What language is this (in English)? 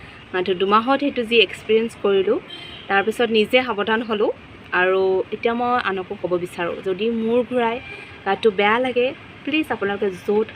Assamese